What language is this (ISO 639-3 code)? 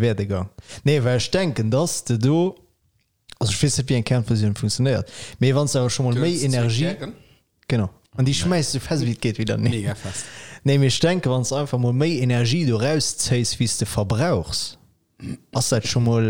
ltz